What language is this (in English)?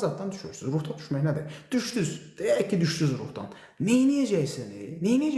Azerbaijani